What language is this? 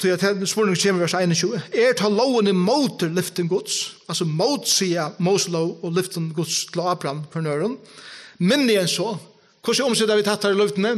Faroese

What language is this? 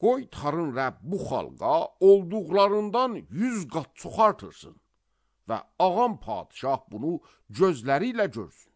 Azerbaijani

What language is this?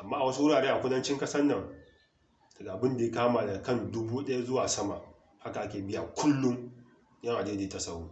Hausa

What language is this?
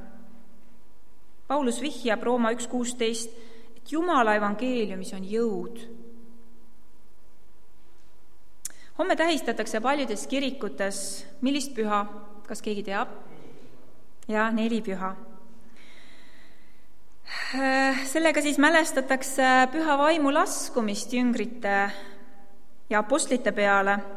Estonian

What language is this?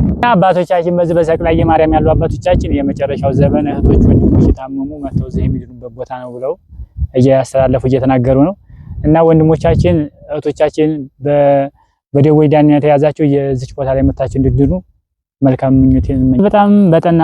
Amharic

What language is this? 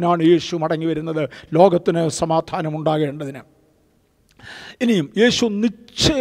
Malayalam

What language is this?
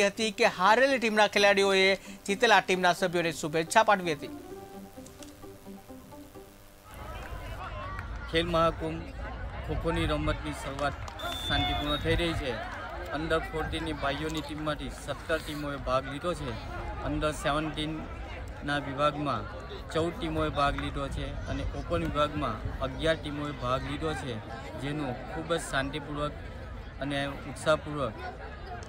Gujarati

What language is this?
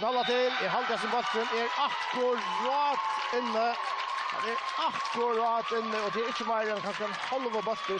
Faroese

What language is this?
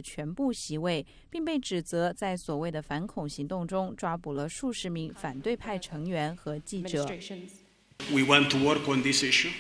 Chinese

